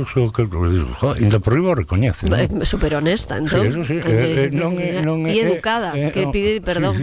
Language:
Galician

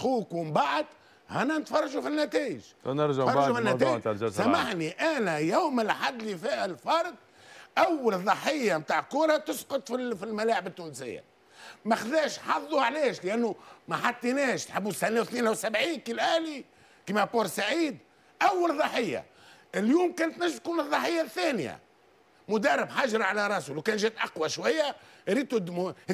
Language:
Tunisian Arabic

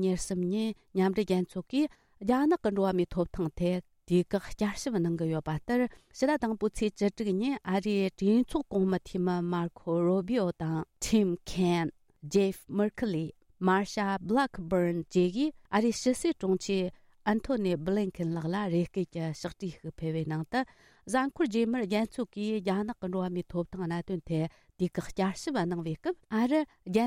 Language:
Tibetan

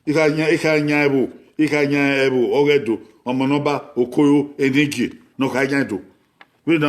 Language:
Bini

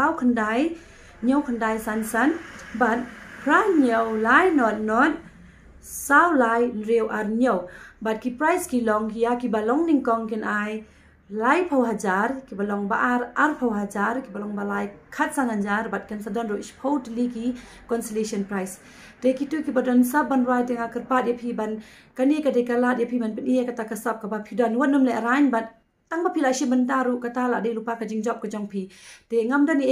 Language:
Khasi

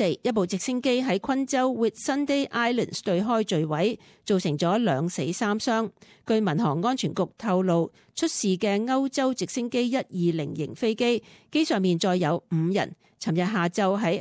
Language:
Cantonese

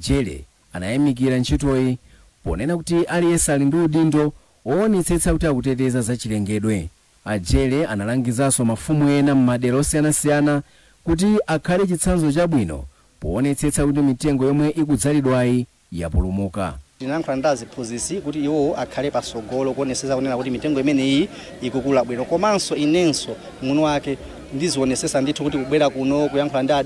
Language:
Nyanja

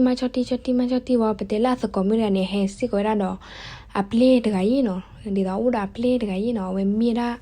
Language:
S'gaw Karen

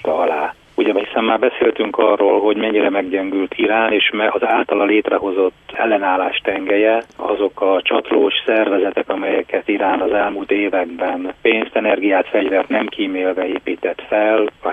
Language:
Hungarian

